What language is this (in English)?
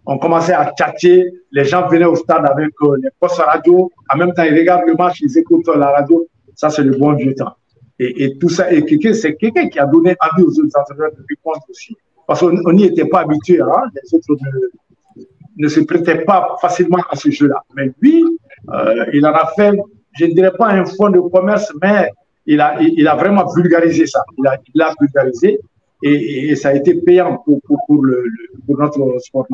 French